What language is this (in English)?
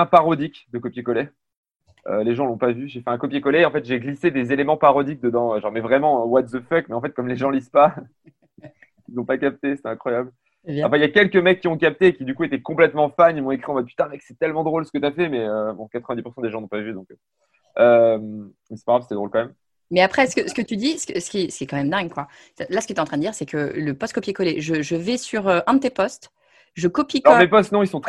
French